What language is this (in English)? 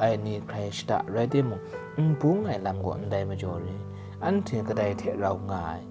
Kachin